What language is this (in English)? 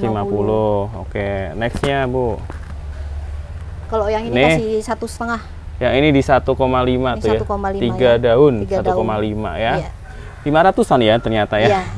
Indonesian